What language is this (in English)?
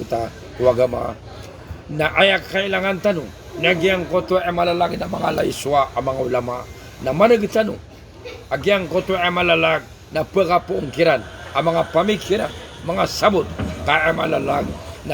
Maranao